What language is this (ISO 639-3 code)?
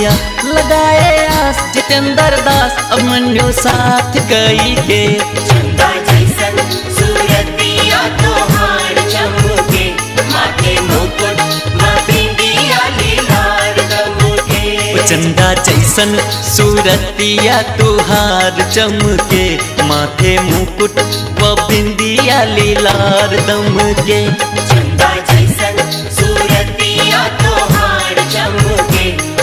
bho